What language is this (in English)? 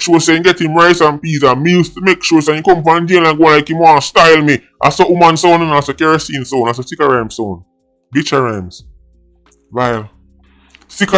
Jamaican Creole English